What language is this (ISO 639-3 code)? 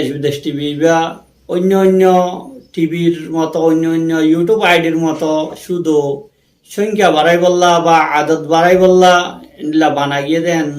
rhg